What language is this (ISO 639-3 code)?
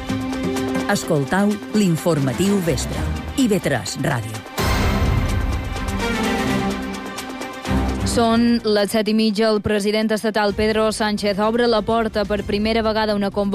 cat